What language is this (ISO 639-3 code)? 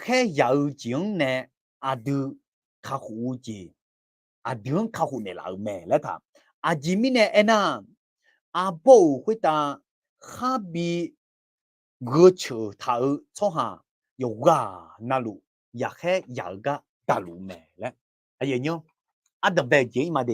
ahk